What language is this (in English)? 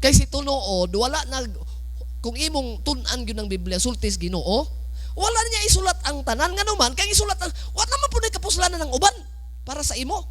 Cebuano